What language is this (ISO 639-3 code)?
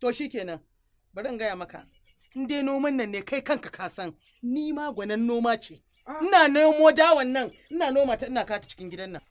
hau